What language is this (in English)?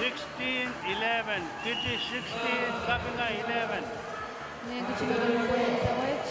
Pohnpeian